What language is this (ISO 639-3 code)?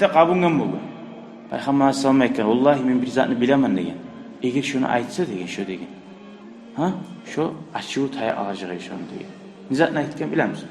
kum